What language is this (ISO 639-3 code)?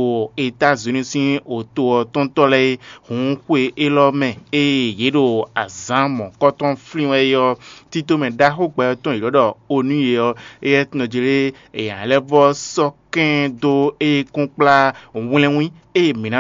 fon